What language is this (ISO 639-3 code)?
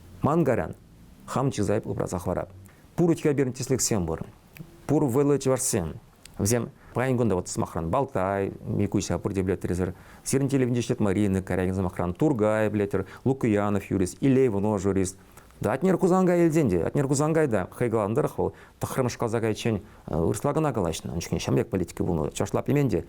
chv